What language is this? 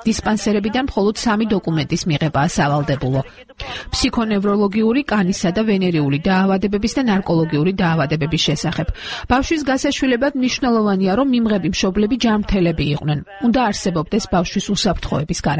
Georgian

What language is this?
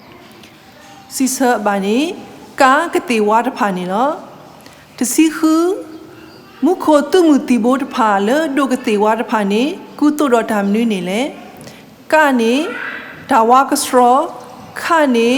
S'gaw Karen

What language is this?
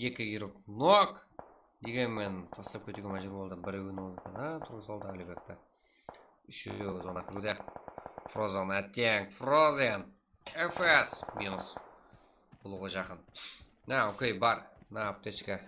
Kara-Kalpak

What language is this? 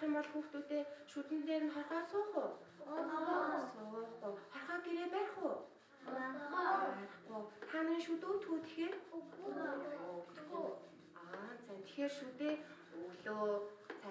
Mongolian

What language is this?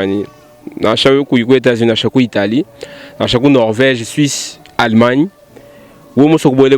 Luba-Lulua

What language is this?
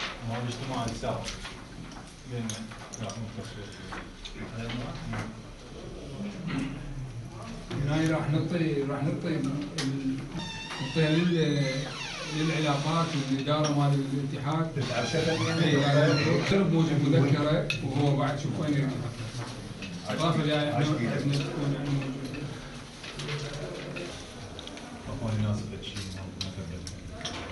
Mesopotamian Arabic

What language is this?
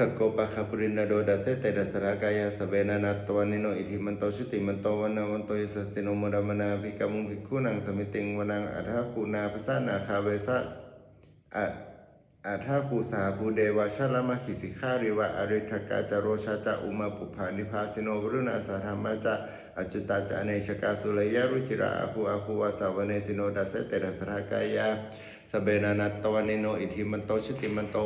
Pali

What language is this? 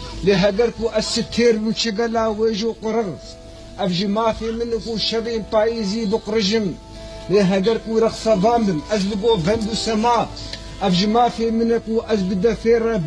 Kurdish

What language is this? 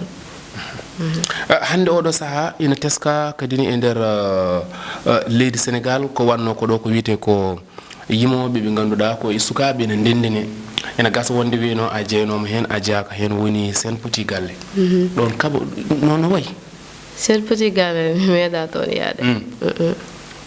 Fula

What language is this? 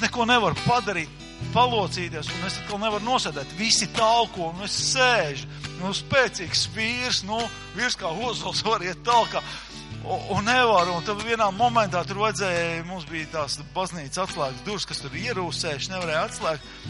Latvian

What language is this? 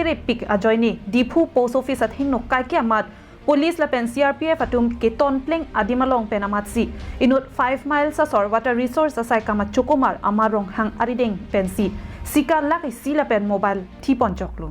Karbi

